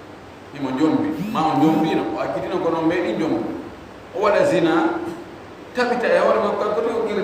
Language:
Fula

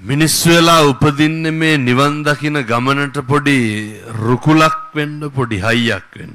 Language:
Sinhala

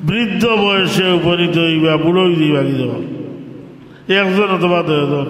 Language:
Sylheti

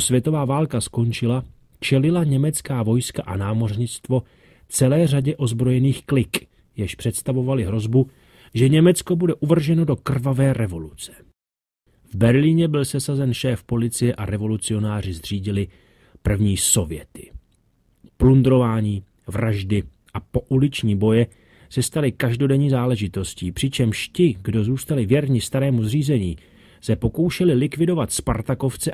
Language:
Czech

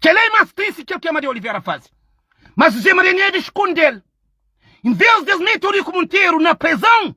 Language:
Kabuverdianu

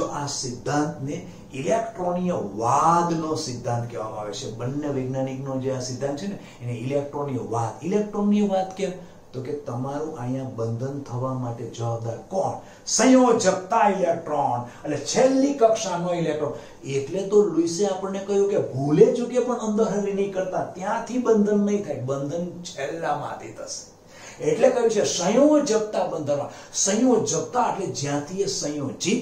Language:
Gujarati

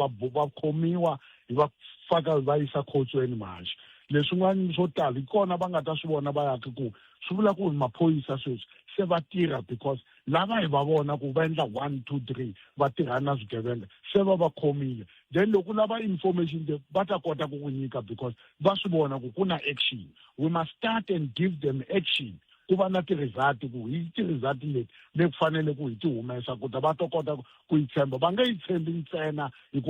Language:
Tsonga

